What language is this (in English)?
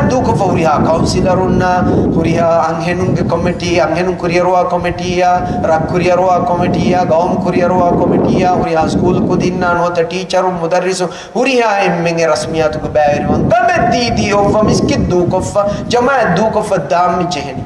Divehi